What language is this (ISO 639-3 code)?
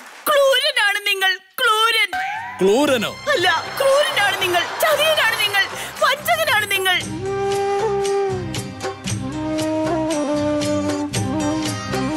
mal